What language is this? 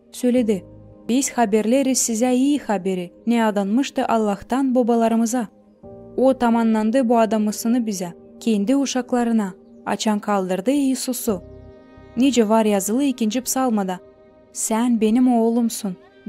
Gagauz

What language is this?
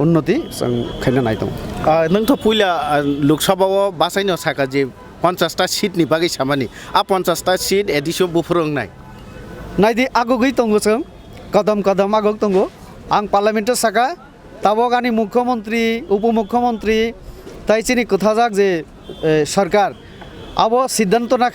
Kok Borok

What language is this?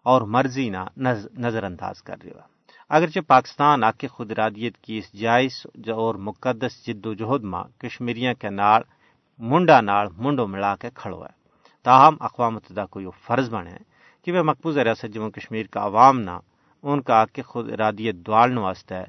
Gujari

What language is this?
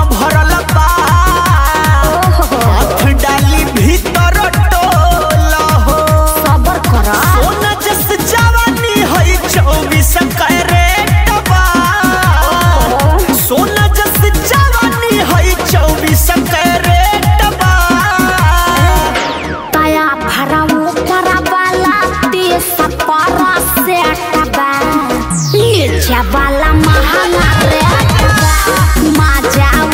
Bhojpuri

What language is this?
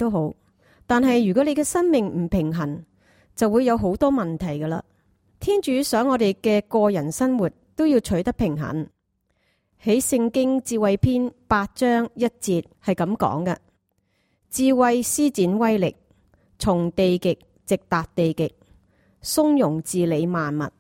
Cantonese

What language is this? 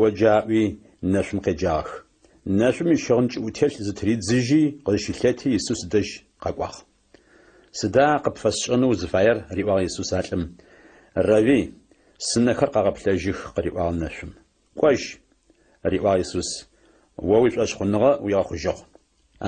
Adyghe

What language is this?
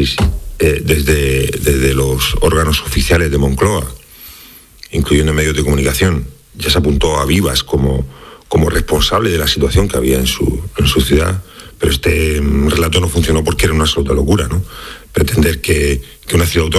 Spanish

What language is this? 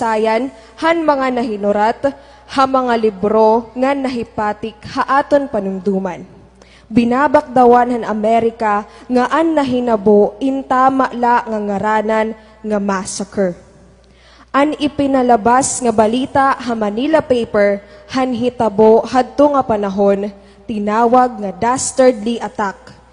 Waray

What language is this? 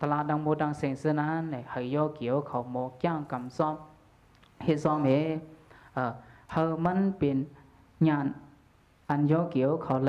Shan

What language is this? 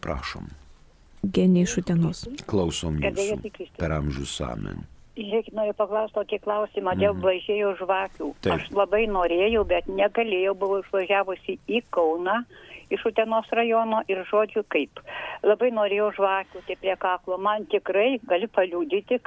Lithuanian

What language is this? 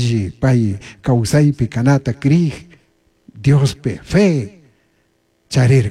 Chimborazo Highland Quichua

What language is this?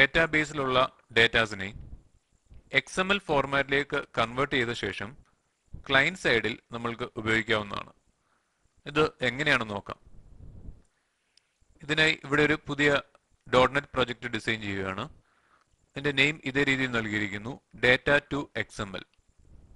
Malayalam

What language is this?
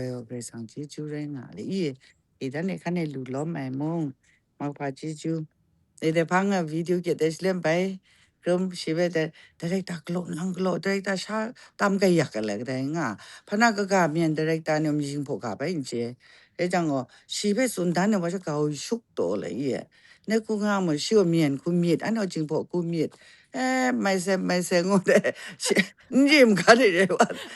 Kachin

